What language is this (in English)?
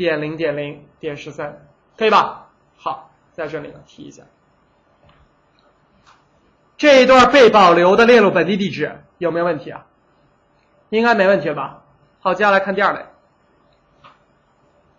Chinese